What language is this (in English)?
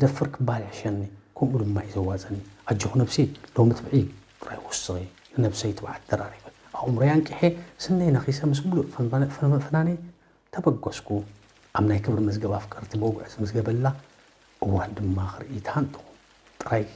Tigrinya